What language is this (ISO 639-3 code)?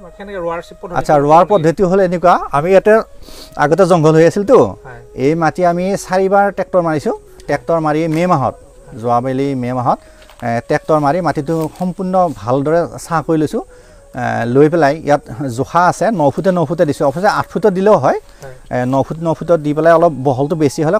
asm